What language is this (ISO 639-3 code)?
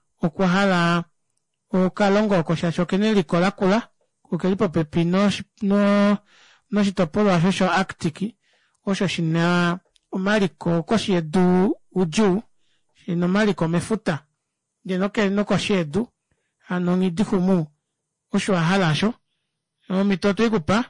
kua